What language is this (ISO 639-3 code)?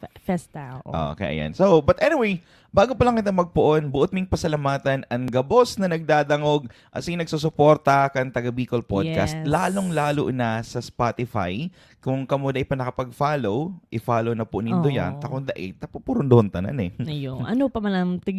bik